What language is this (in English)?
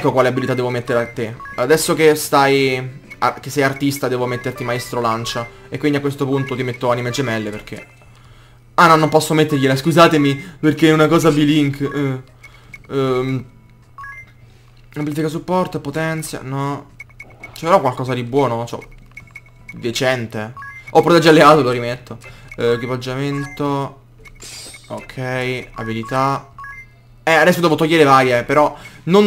Italian